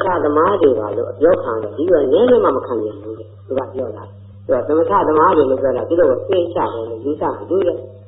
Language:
Burmese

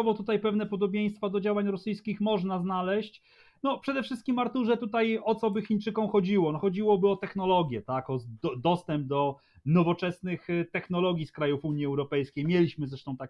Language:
Polish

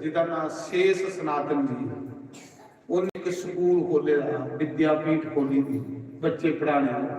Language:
Dogri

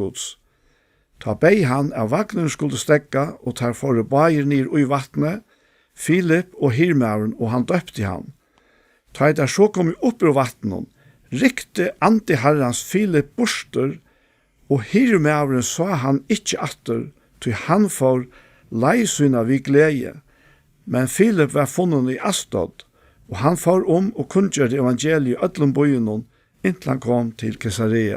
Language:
Faroese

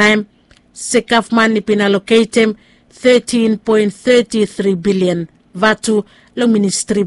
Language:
Bislama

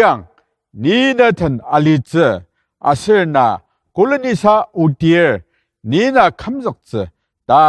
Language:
Ao Naga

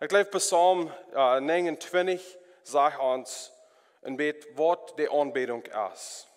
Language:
Plautdietsch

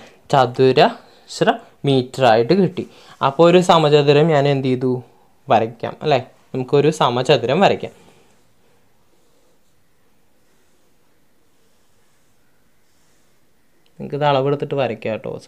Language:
Malayalam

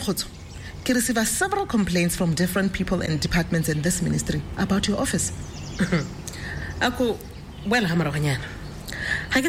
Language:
Tswana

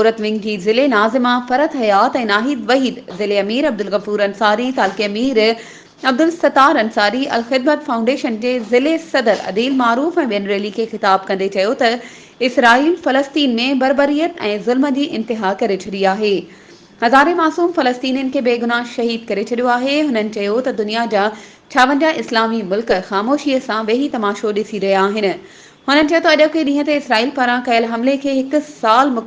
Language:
Sindhi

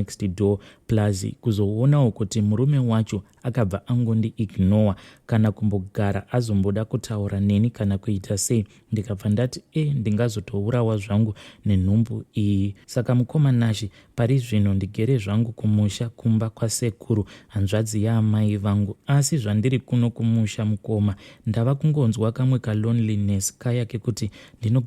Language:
Shona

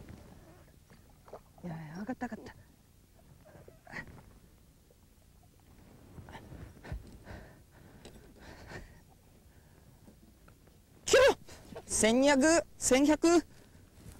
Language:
Japanese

